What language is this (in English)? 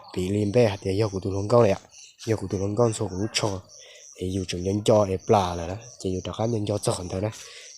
Hmong